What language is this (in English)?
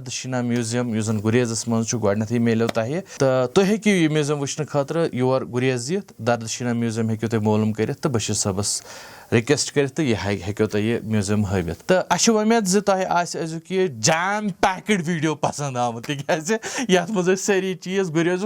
Kashmiri